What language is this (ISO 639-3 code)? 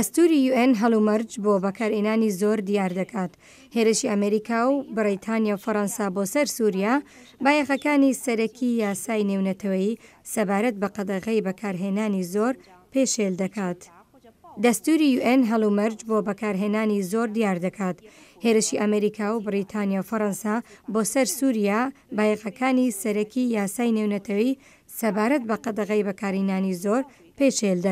ckb